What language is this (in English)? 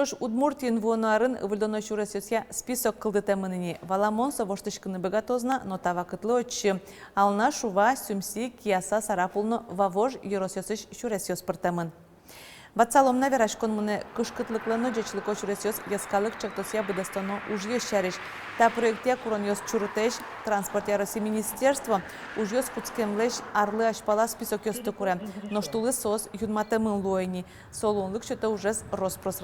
Udmurt